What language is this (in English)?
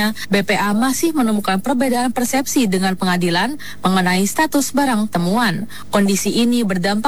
Indonesian